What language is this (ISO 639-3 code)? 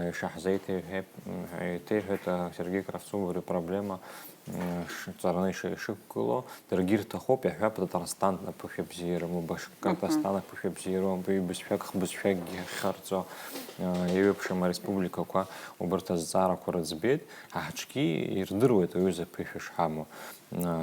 abk